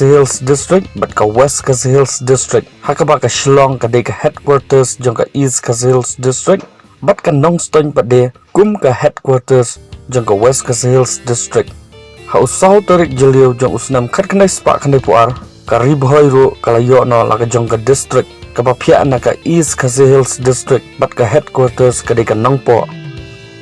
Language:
Khasi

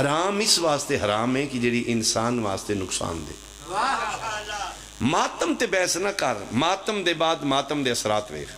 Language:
Pahari-Potwari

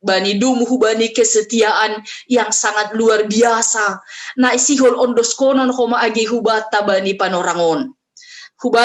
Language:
Batak Simalungun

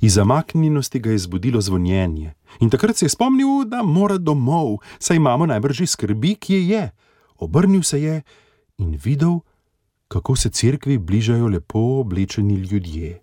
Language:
Slovenian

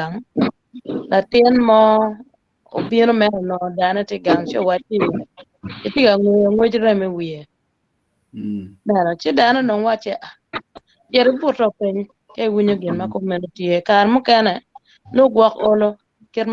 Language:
Acoli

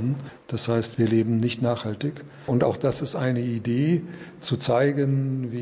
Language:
German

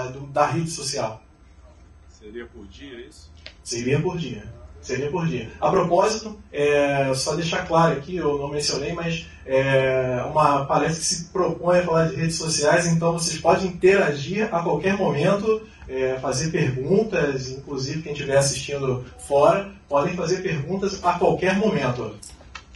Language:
Portuguese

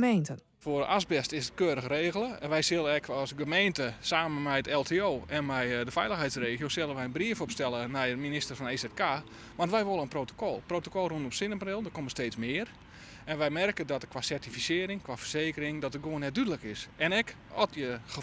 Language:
Western Frisian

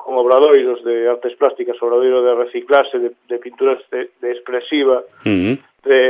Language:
Galician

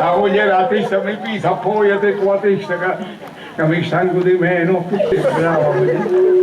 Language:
Sicilian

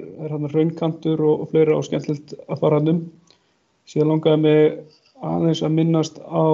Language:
Icelandic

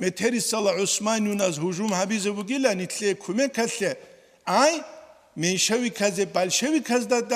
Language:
Avaric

